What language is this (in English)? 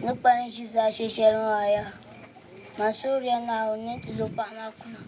Dagbani